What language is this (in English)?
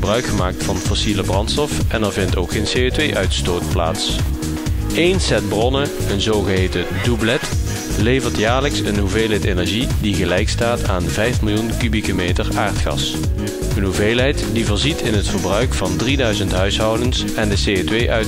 Dutch